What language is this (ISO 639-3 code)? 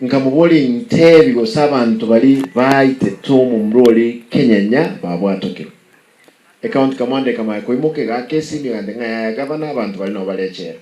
guz